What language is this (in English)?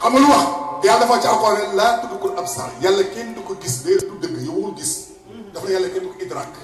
Wolof